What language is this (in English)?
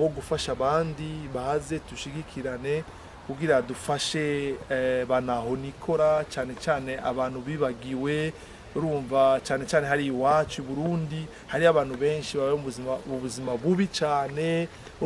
Rundi